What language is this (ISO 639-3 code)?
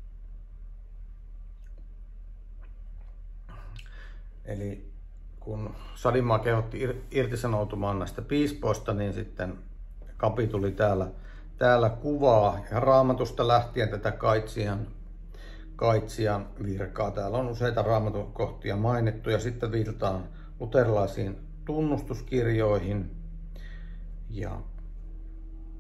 fin